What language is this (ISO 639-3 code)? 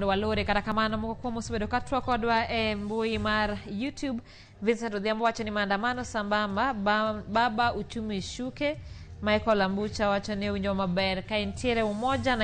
luo